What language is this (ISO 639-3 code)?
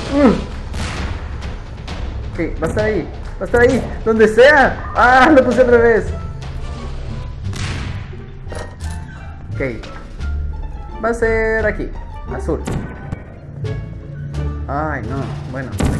spa